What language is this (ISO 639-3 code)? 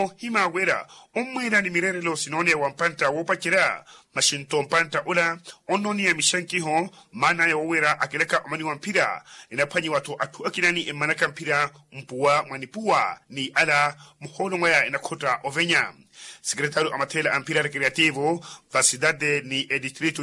vmw